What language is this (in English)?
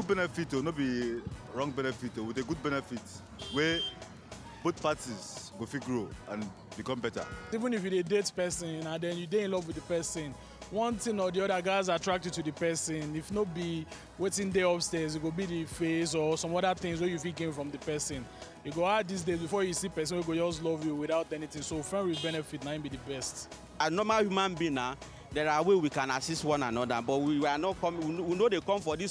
Nigerian Pidgin